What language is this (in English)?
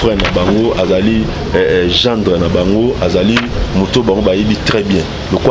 Lingala